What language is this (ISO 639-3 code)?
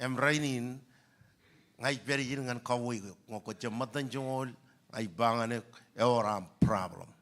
mah